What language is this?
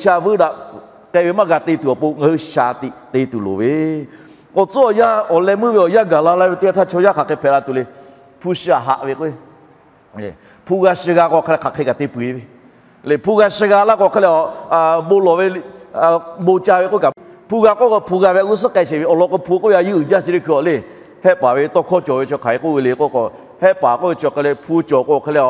Lahu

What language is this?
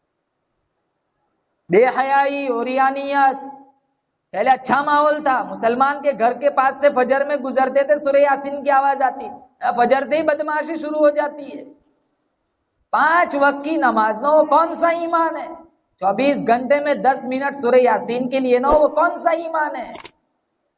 Urdu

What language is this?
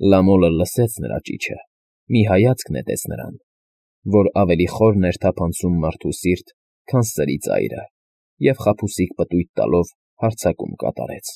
Armenian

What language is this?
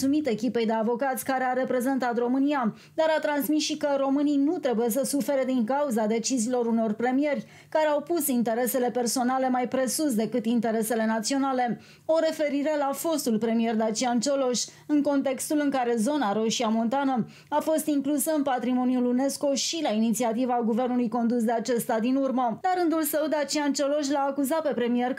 Romanian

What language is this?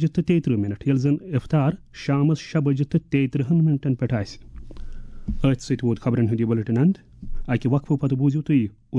Kashmiri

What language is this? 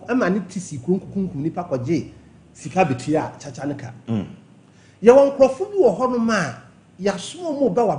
Akan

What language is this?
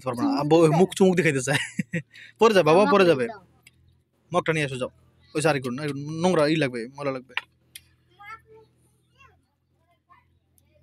Bangla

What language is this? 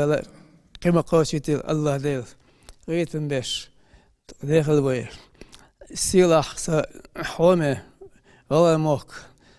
Ingush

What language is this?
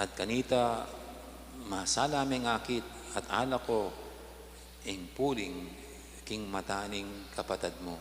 Pampanga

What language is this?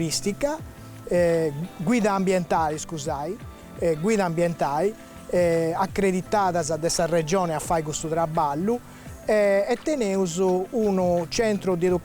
Sardinian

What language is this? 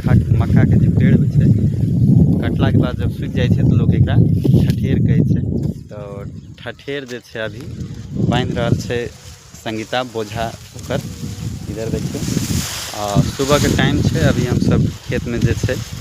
Maithili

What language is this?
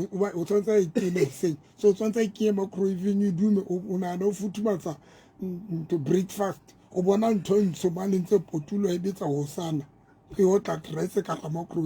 Southern Sotho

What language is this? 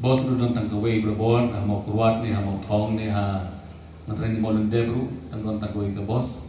Khasi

